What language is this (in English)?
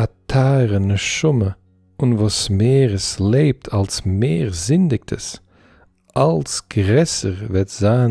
Yiddish